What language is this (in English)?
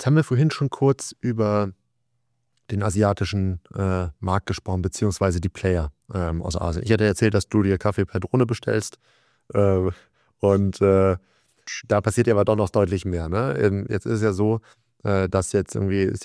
German